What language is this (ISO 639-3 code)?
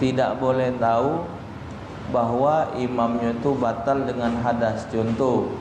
mui